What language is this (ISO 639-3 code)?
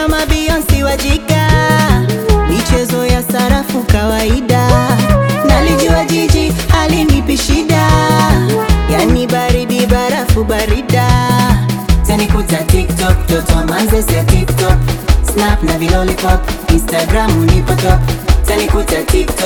swa